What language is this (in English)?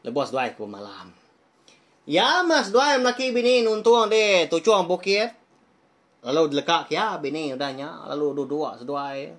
Iban